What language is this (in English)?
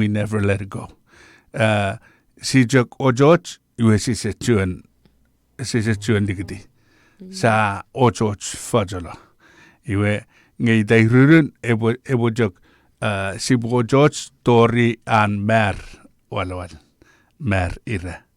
Chuukese